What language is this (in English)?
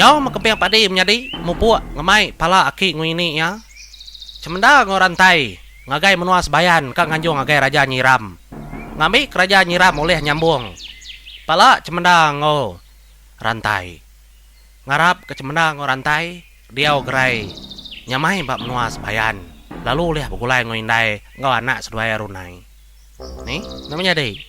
Iban